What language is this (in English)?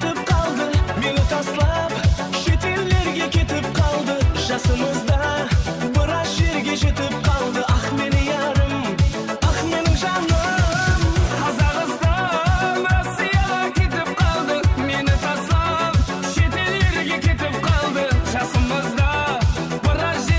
Kara-Kalpak